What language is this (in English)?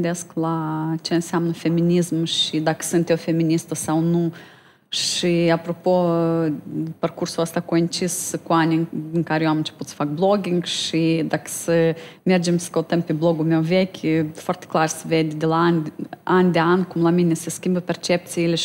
Romanian